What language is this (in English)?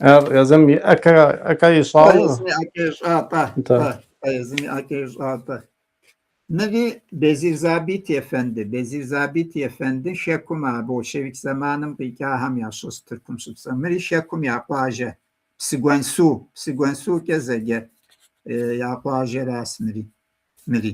Kabardian